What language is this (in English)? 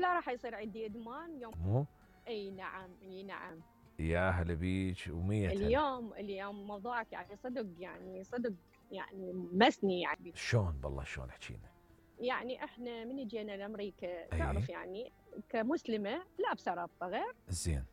Mesopotamian Arabic